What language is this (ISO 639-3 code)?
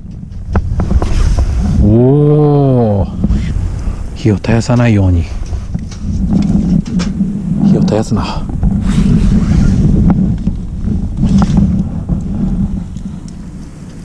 jpn